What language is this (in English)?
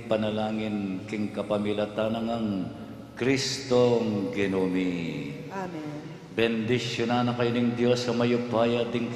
Pampanga